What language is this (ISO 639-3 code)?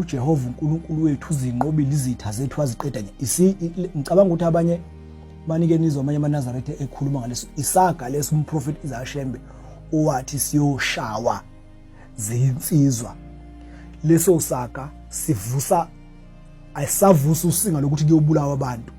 zul